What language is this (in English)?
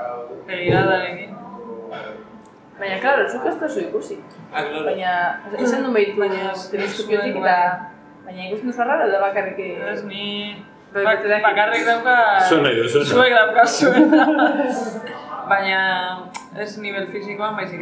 Basque